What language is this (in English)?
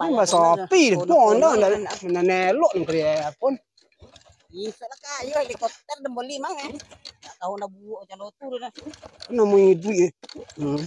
Minangkabau